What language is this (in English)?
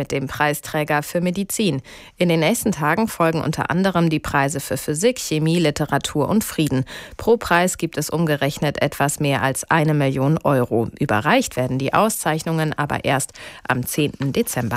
German